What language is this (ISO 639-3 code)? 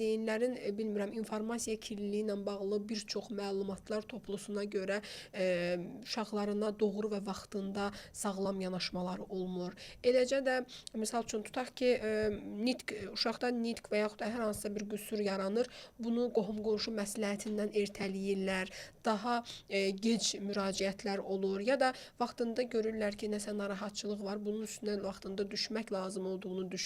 aze